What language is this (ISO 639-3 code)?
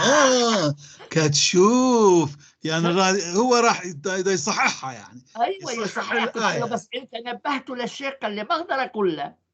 apc